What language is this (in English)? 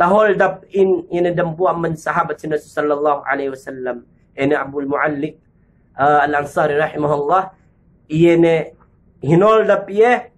Yakan